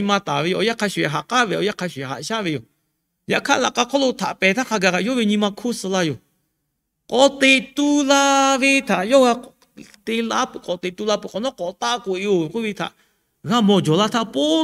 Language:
Lahu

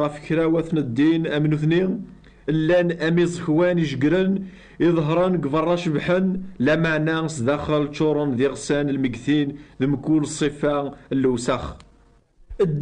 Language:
Kabyle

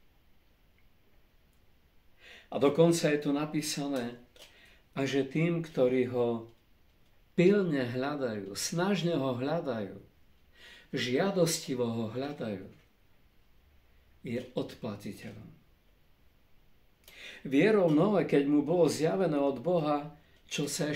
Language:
Slovak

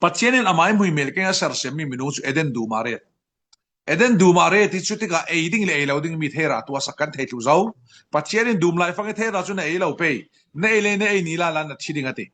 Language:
Falam Chin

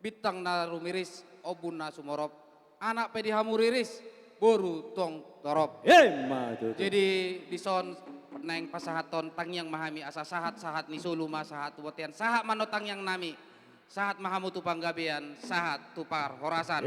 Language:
Batak Toba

